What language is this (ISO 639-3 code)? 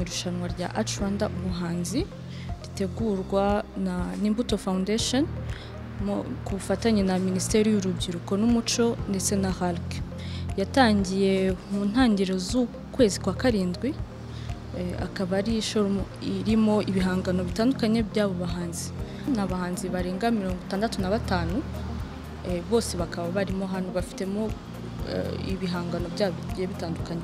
kin